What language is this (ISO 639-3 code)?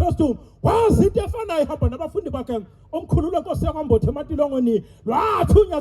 zul